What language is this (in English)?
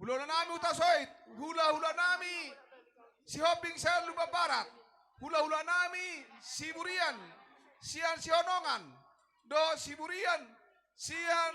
Batak Toba